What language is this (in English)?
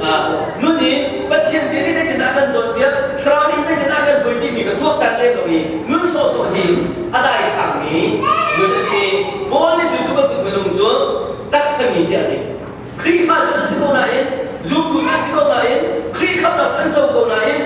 Hakha Chin